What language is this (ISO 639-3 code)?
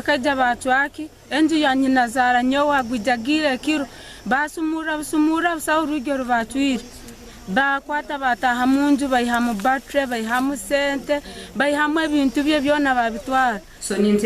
nyn